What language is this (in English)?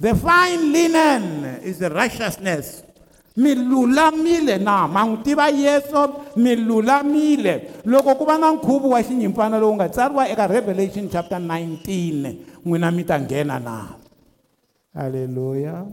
Tsonga